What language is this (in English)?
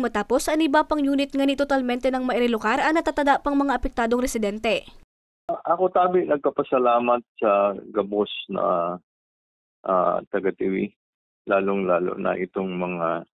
Bikol